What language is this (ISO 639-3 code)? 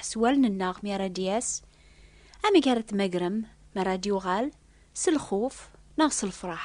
kab